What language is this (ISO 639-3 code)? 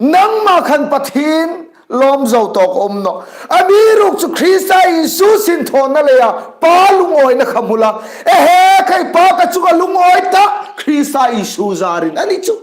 hmr